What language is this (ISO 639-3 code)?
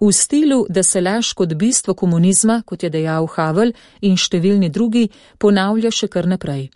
slv